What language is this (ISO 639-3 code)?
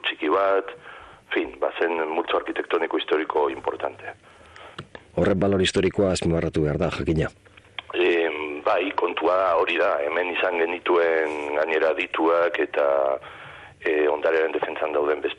eus